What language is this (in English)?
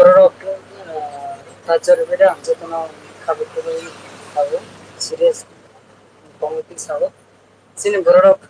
Kok Borok